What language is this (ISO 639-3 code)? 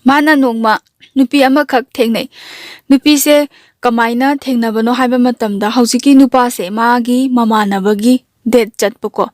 mni